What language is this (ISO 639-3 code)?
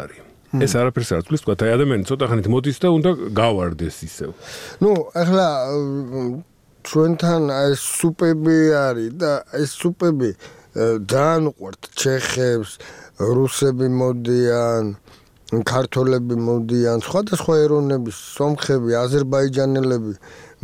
kat